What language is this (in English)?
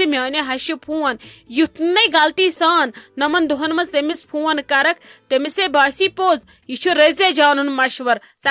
Kashmiri